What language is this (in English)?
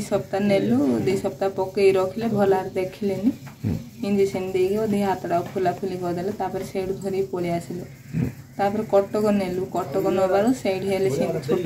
Odia